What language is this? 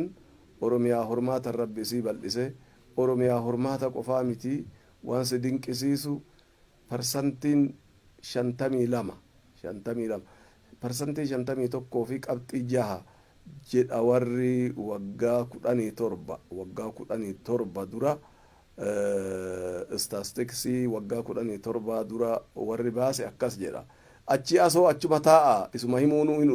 Oromo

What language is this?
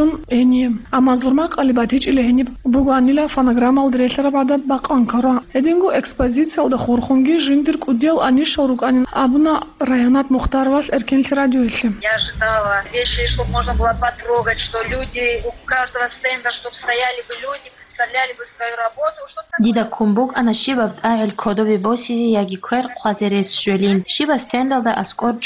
Avaric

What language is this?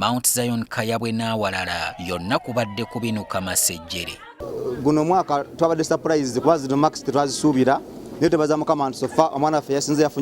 Ganda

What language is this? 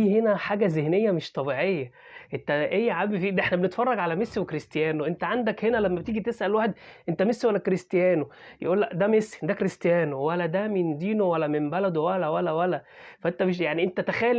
Egyptian Arabic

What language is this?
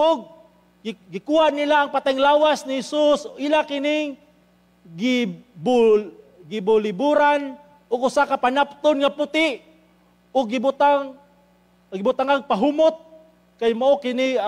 Cebuano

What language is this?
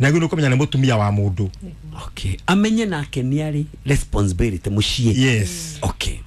Kikuyu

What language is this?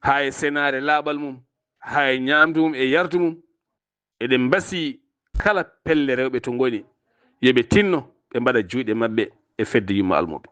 Fula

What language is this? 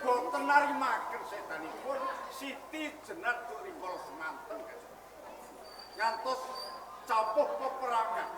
Javanese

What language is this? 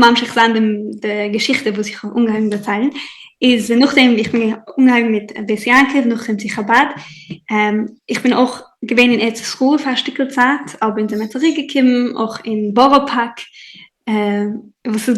Yiddish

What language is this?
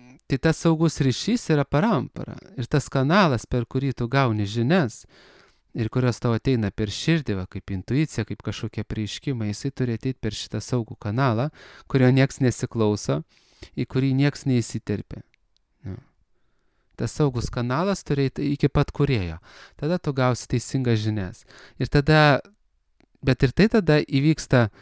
Lithuanian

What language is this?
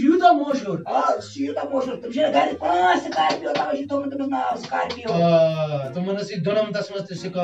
Kashmiri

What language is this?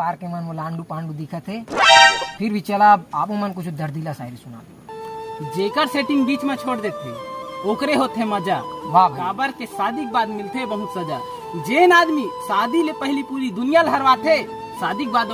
Chhattisgarhi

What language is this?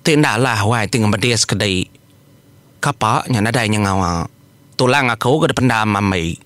Iban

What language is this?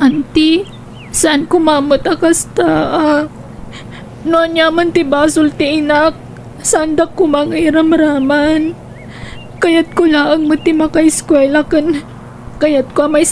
Iloko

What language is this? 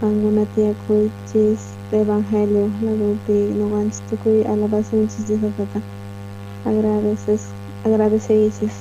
South Bolivian Quechua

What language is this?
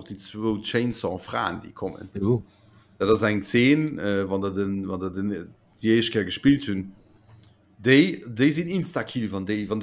Luxembourgish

